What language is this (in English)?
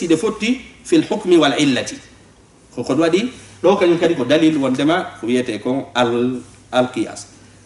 Fula